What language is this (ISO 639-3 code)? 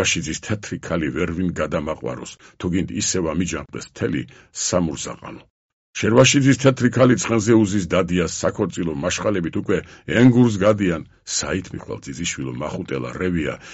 kat